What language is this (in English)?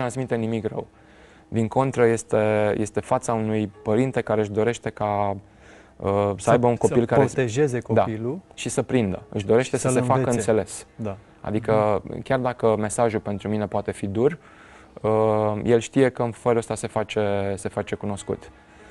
Romanian